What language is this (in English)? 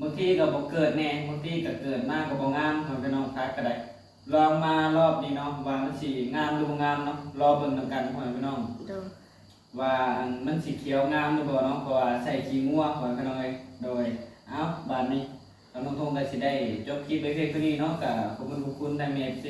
Northeastern Thai